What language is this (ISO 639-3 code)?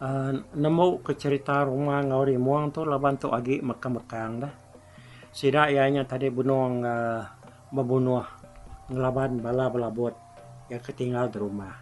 iba